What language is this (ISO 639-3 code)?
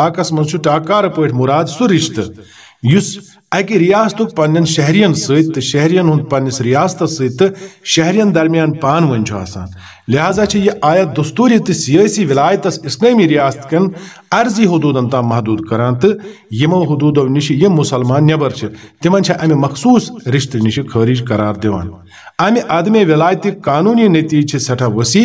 kas